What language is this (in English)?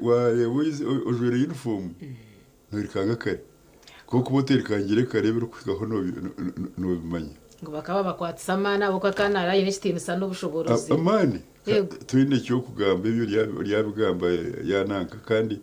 Nyankole